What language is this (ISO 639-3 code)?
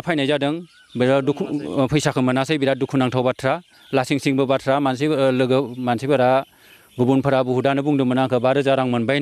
brx